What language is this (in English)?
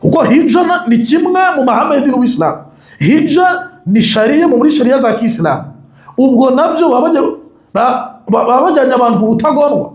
Kinyarwanda